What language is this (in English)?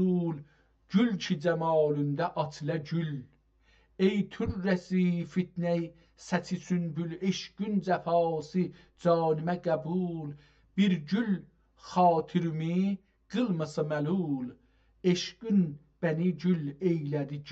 South Azerbaijani